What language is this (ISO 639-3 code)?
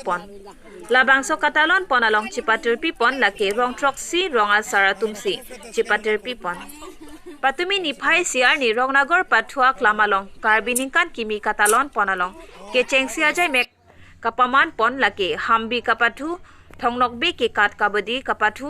mjw